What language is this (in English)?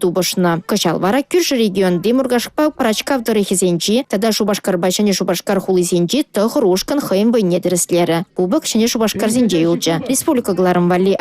Chuvash